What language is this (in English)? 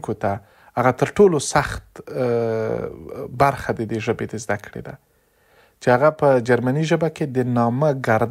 Pashto